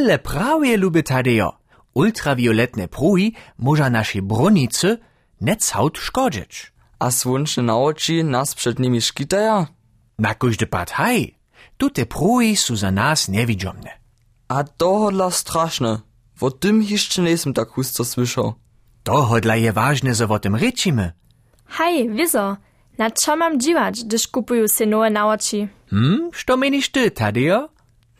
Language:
Upper Sorbian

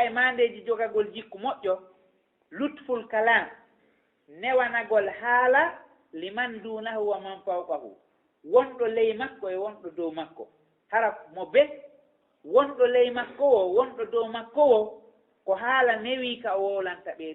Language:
Fula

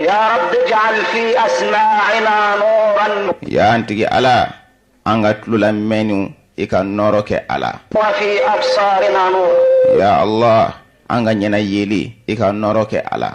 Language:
Bambara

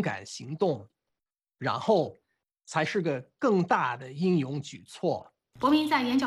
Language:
Chinese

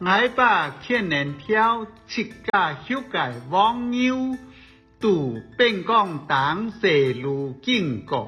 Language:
Hakka Chinese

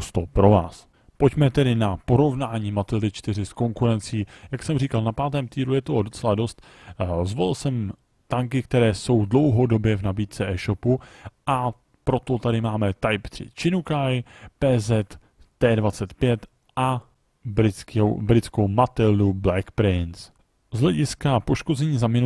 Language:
Czech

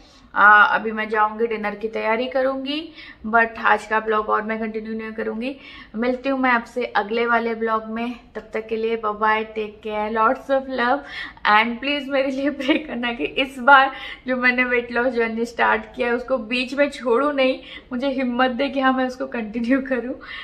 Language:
Hindi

